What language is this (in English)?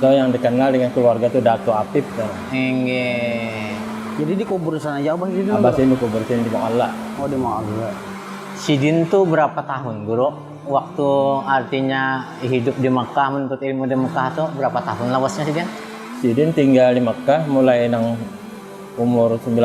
Banjar